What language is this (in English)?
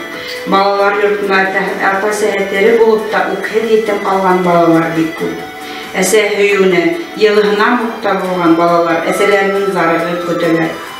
Bashkir